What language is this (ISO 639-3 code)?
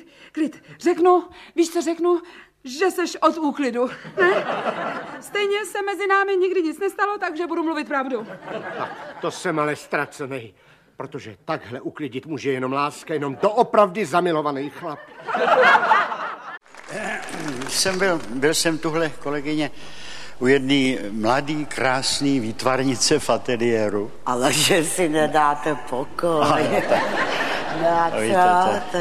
ces